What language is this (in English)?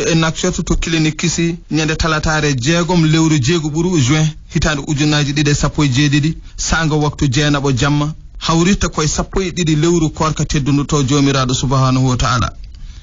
Fula